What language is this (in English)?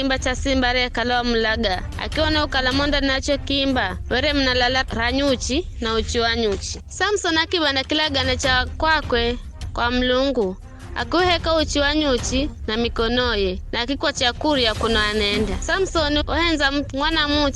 Giryama